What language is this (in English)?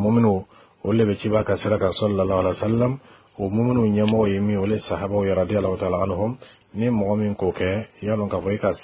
Bambara